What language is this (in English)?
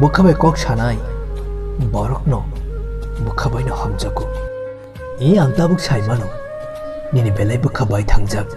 Kok Borok